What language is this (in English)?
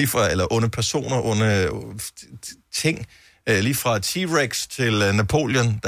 Danish